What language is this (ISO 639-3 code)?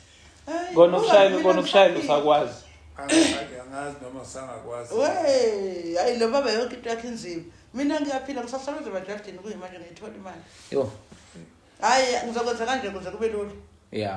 zul